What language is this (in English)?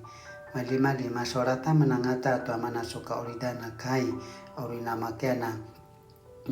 Paiwan